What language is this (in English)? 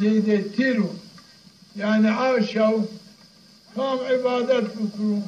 Zaza